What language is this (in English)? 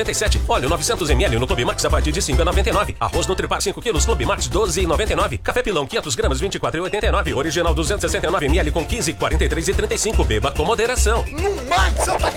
Portuguese